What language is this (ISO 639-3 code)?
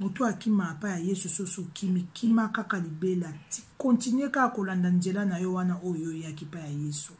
lin